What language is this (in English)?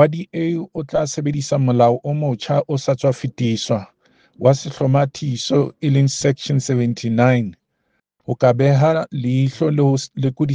Southern Sotho